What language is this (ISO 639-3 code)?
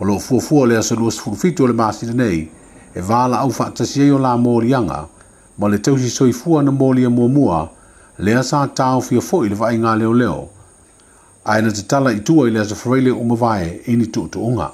smo